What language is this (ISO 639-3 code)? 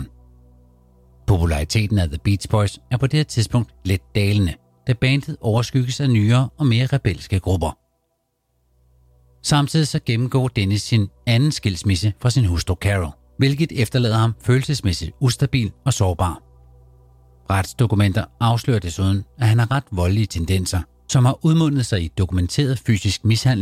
dan